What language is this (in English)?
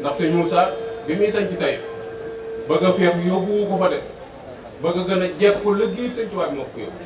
Wolof